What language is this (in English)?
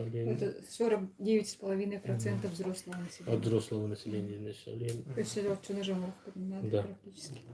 Yakut